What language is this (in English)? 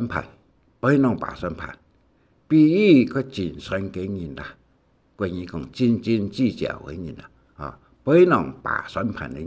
Hakka Chinese